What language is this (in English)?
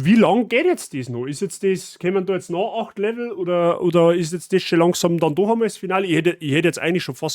Bavarian